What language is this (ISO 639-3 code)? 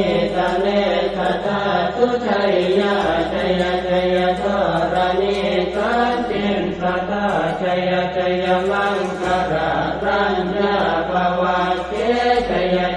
pli